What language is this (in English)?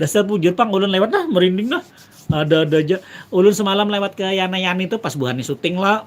Banjar